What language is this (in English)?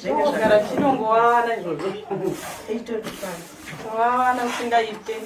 Shona